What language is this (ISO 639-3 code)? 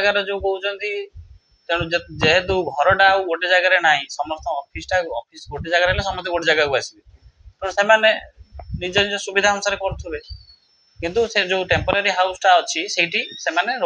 ori